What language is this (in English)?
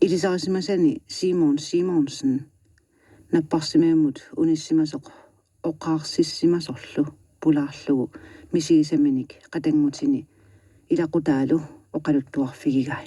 Kalaallisut